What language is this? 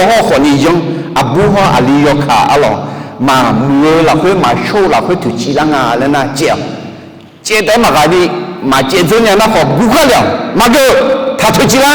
Akha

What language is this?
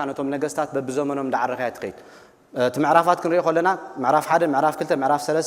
Tigrinya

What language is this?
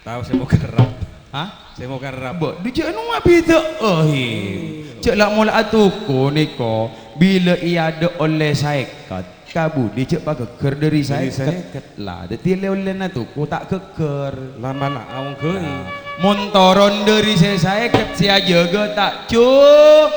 Madurese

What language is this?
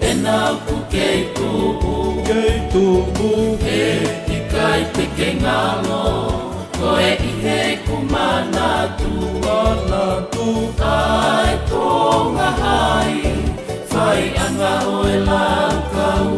Tongan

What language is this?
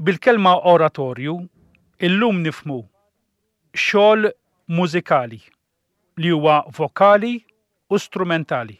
Maltese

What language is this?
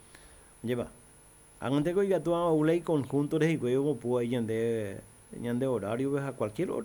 Guarani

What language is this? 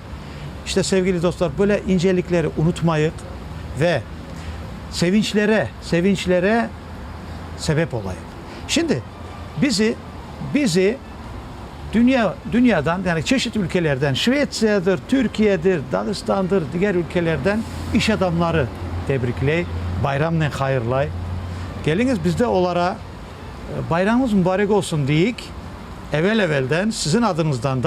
Crimean Tatar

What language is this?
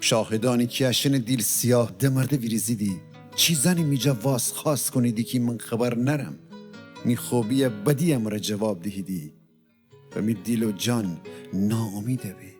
Gilaki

